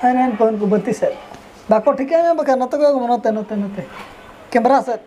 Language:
Santali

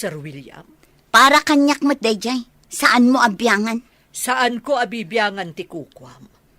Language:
Iloko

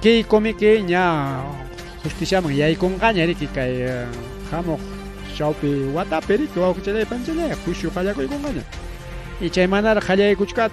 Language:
Ayacucho Quechua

